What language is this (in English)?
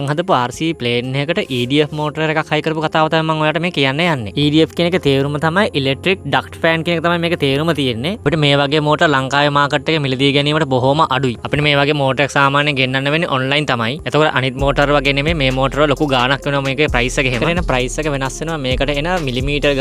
Sinhala